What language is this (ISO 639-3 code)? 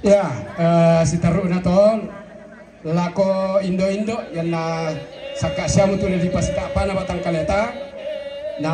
sda